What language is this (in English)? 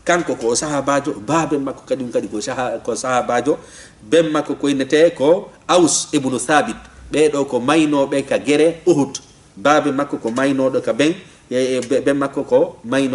Fula